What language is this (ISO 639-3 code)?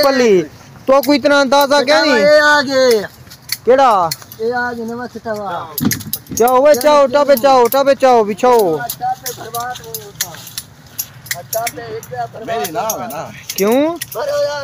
skr